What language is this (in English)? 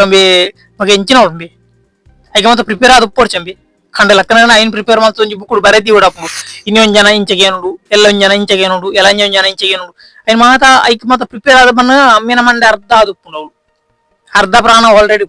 Tulu